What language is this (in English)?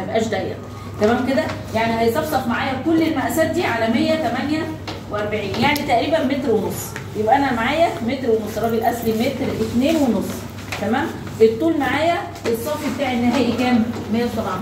Egyptian Arabic